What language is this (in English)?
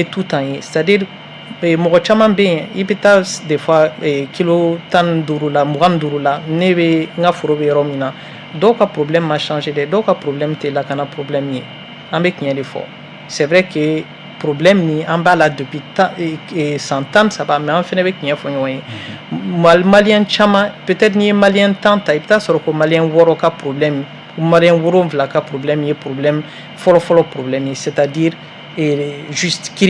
Bambara